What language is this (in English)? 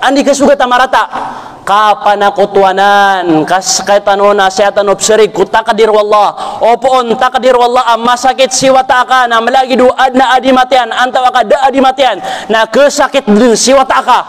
Maranao